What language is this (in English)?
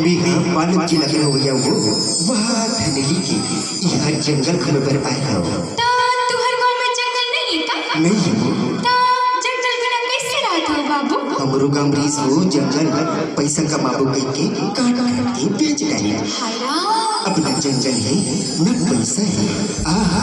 Chhattisgarhi